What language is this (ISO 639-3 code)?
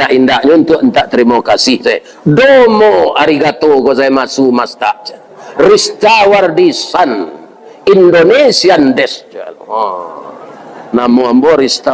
min